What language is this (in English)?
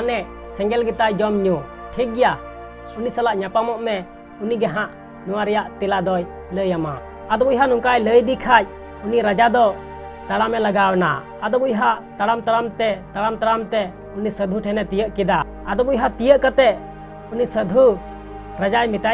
Santali